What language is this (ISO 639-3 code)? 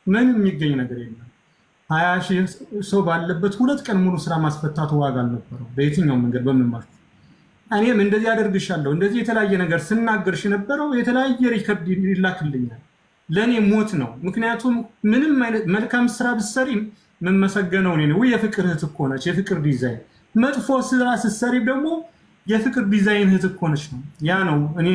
amh